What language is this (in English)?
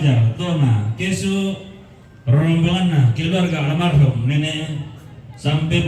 Toraja-Sa'dan